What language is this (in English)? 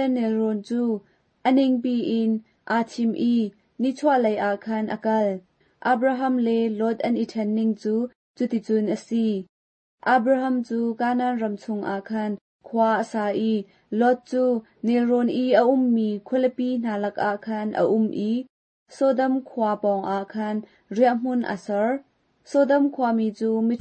Hakha Chin